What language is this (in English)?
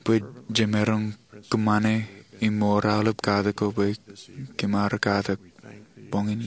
Marshallese